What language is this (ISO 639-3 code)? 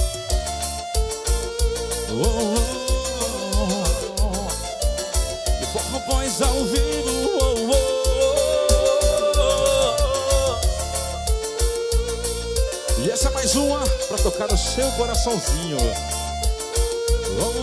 por